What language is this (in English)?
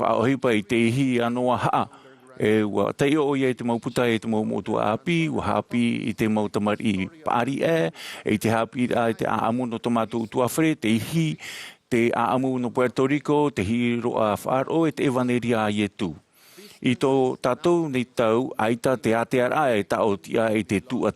Tahitian